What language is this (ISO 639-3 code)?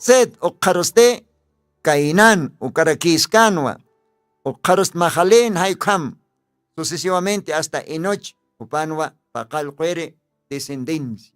aym